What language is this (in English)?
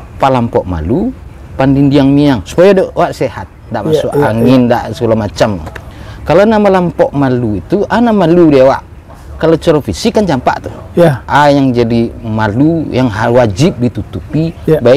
Minangkabau